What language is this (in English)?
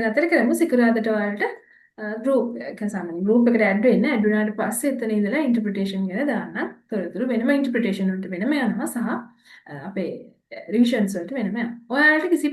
Sinhala